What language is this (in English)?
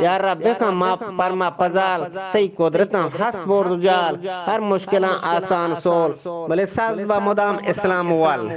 Eastern Balochi